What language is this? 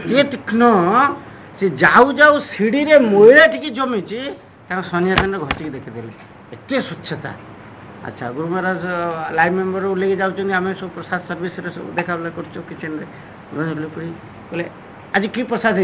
Odia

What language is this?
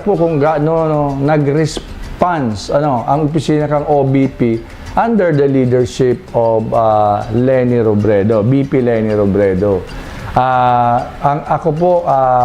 Bikol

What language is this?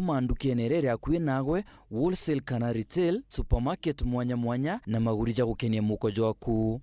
Meru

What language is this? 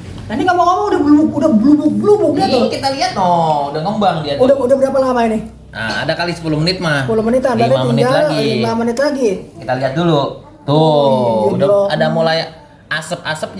Betawi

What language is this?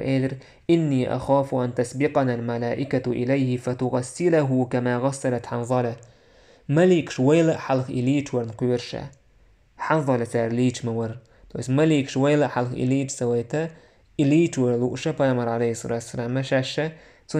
Chechen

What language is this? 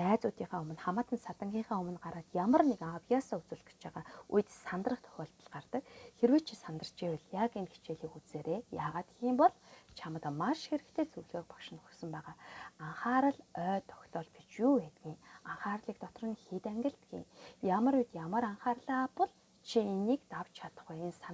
Mongolian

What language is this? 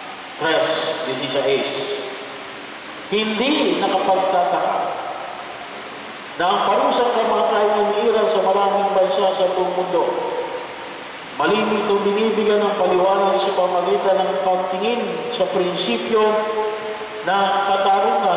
Filipino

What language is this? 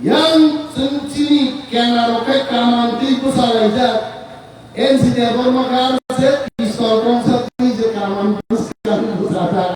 Kok Borok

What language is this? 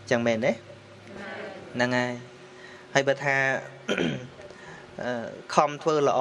Khmer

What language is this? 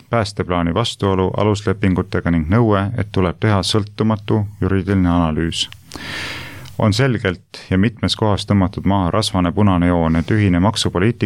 Estonian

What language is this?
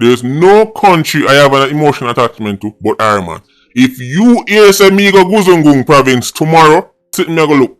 Jamaican Creole English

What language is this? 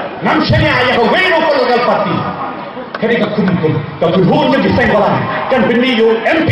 Khasi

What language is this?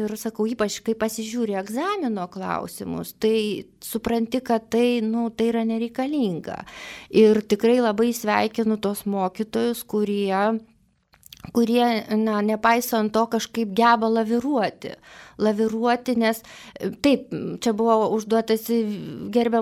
Lithuanian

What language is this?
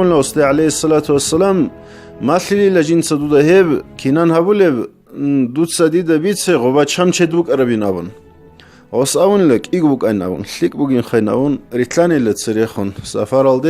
Avaric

